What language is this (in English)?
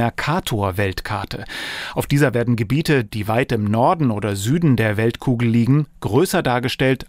German